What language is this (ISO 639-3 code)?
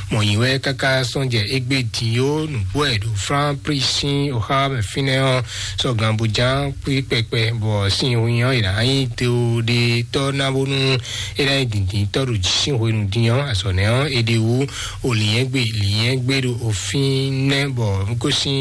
fon